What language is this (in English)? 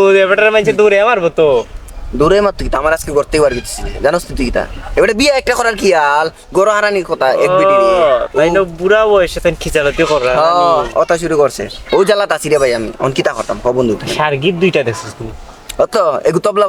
Sylheti